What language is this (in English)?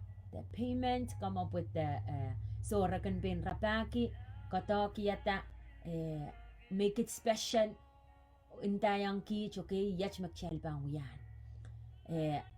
Pohnpeian